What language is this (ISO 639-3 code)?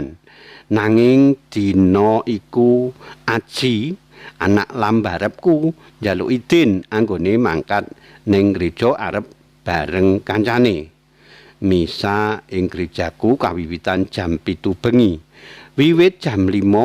jav